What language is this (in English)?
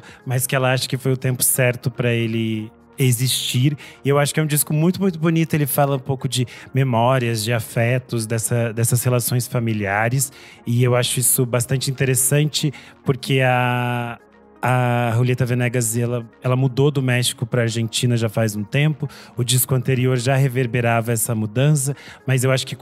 Portuguese